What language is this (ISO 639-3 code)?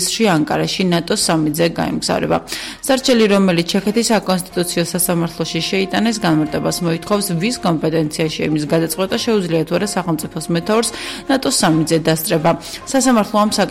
kat